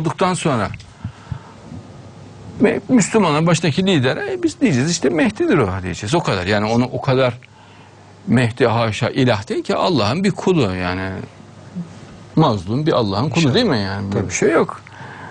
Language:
Turkish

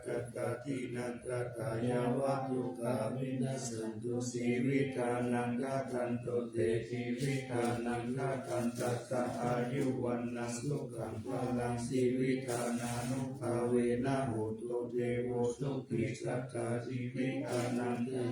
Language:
Pali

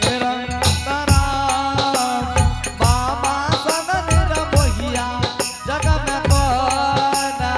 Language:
Angika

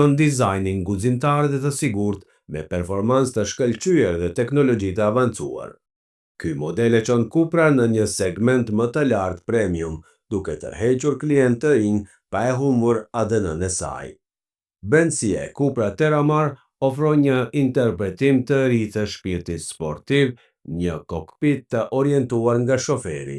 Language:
Albanian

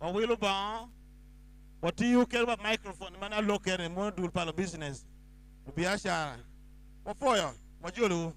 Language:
Acoli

